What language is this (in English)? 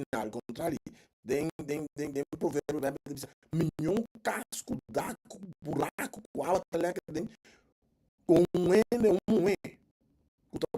Papiamento